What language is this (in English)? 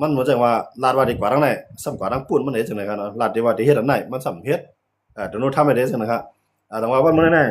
Shan